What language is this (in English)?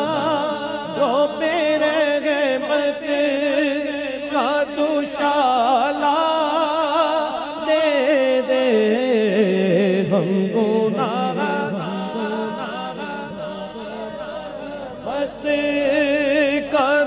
Urdu